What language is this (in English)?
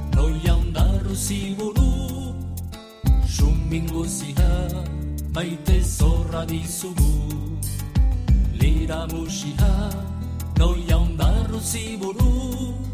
Basque